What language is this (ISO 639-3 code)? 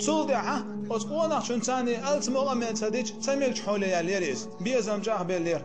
che